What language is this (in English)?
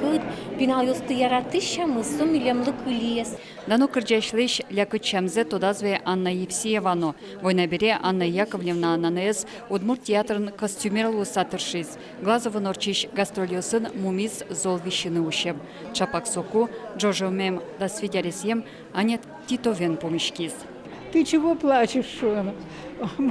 Udmurt